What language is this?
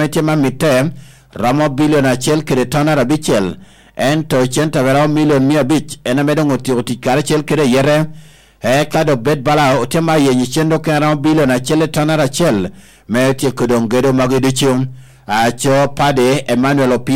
Lango (Uganda)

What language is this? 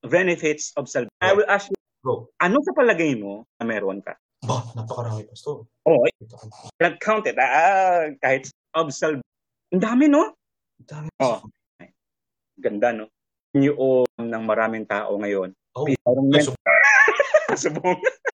Filipino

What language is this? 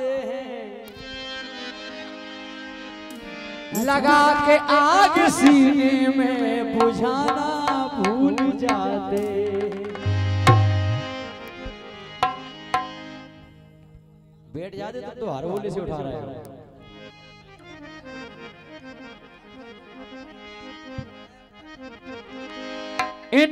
Hindi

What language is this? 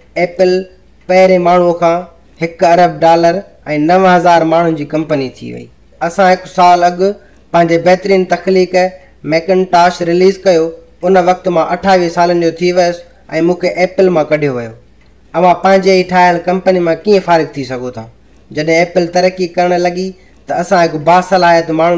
Sindhi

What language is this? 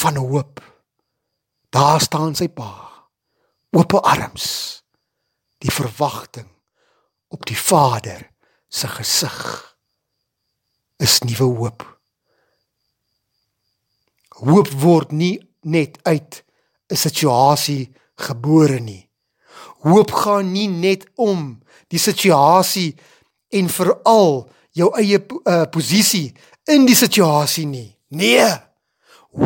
Afrikaans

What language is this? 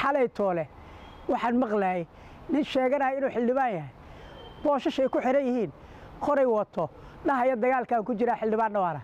Somali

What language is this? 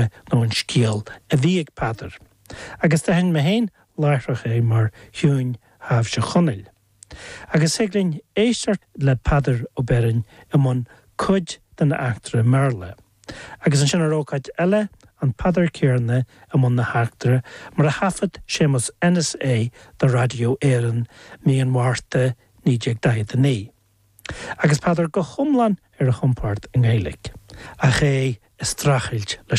Irish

